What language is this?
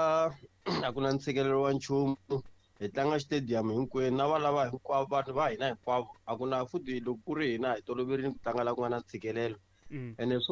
Tsonga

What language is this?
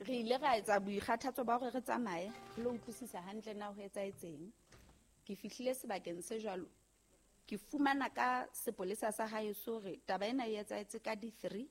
Southern Sotho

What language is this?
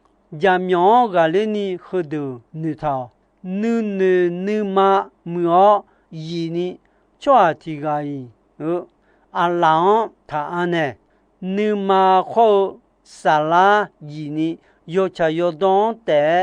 Akha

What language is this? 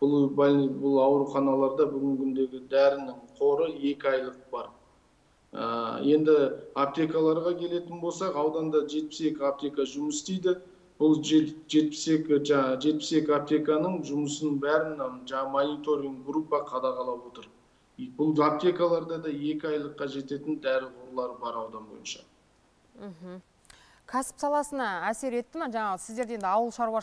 Kazakh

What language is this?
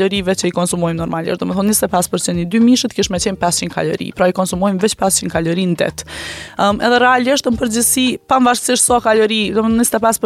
Albanian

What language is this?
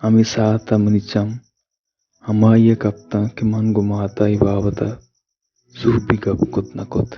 Baluchi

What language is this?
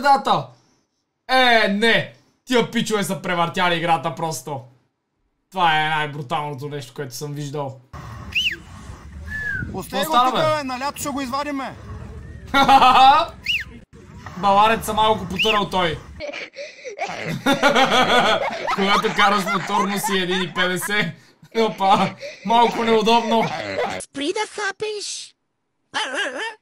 Bulgarian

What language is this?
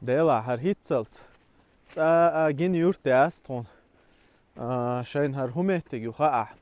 Chechen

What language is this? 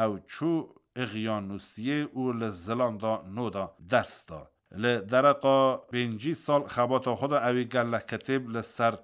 Kurdish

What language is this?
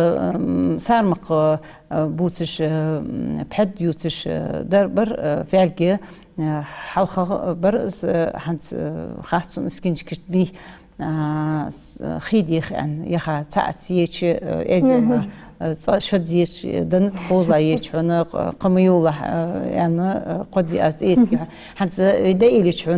Ingush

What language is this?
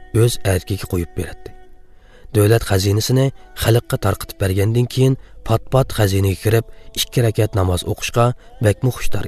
Uyghur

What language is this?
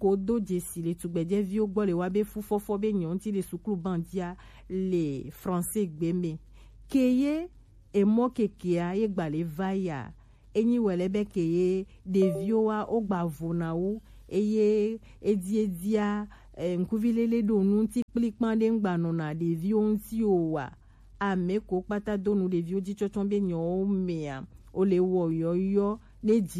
Gen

